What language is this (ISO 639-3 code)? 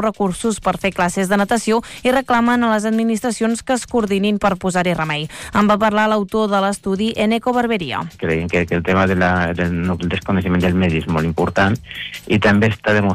cat